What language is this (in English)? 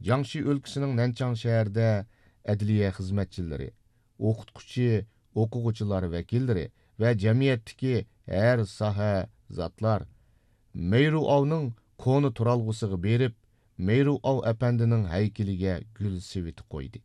Uyghur